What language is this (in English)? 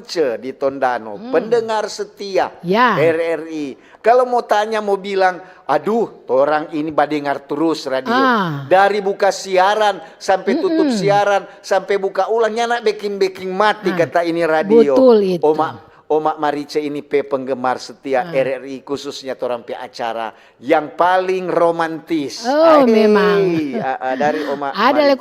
Manado Malay